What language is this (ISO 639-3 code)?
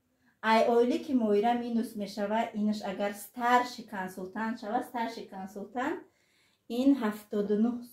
tgk